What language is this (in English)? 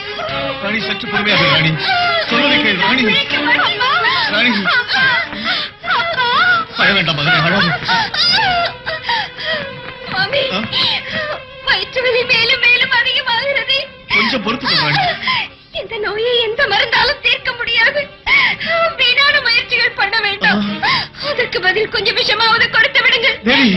Tamil